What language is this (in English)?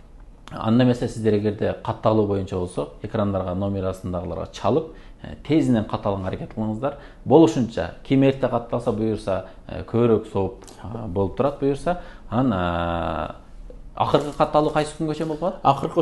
Kyrgyz